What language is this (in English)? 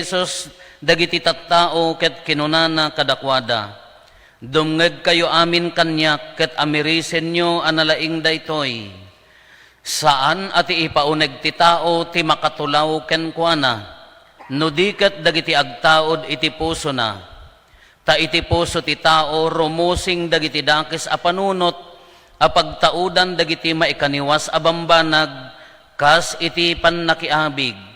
Iloko